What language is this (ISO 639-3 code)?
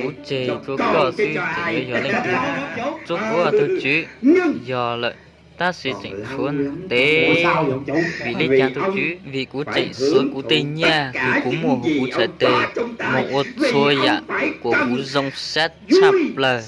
hmn